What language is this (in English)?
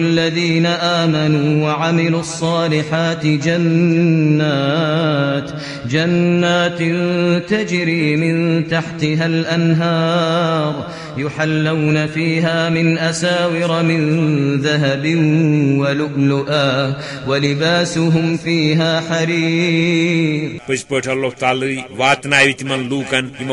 Kashmiri